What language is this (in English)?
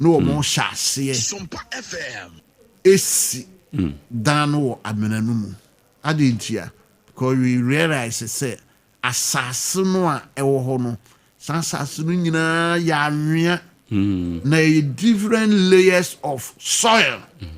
Akan